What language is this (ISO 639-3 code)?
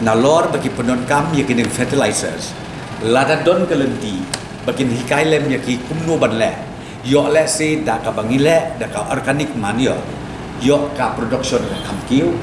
kha